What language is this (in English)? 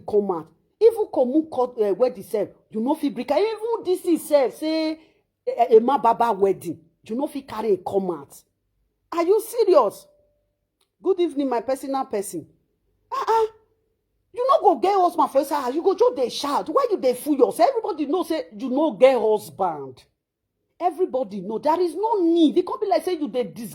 Nigerian Pidgin